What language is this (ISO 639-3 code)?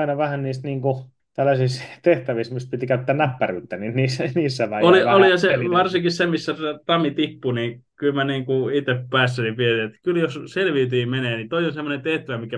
fin